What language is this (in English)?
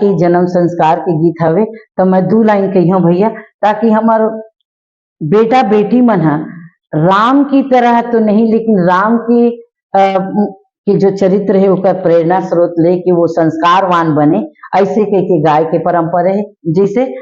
Chhattisgarhi